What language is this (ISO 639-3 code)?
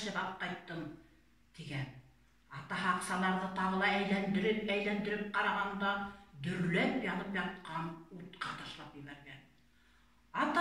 bak